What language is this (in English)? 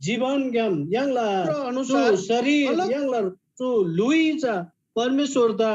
Eastern Tamang